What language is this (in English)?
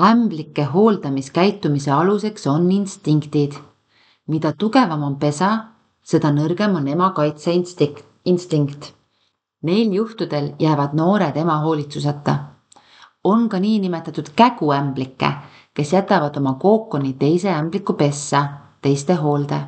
Estonian